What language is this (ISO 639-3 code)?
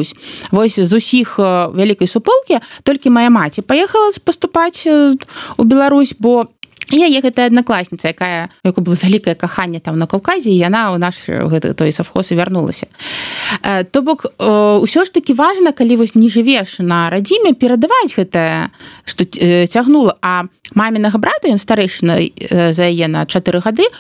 bel